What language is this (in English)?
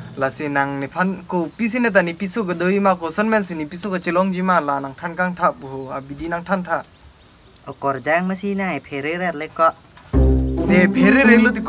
Karbi